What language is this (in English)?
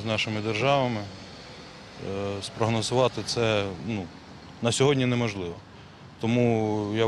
Ukrainian